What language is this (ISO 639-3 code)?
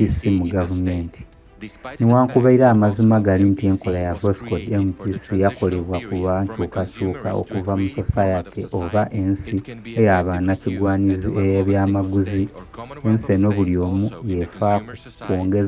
lug